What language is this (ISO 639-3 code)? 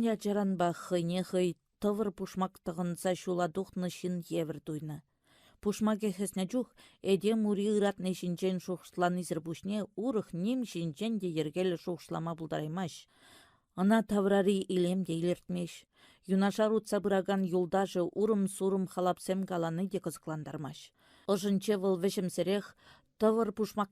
chv